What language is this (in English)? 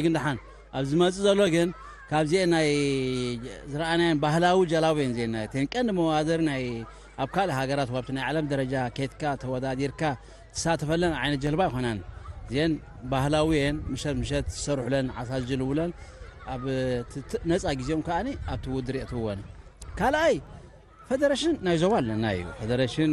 Tigrinya